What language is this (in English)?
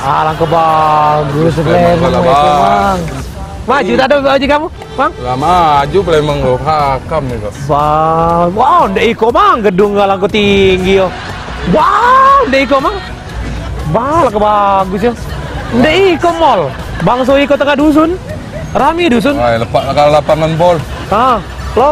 Musi